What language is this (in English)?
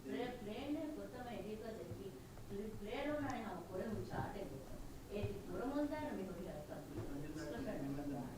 Divehi